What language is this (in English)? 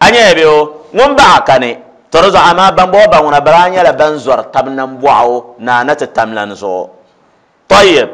Dagbani